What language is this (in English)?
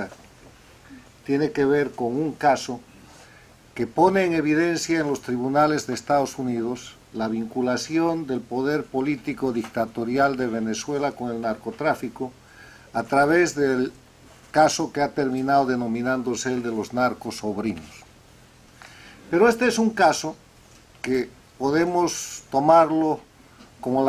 Spanish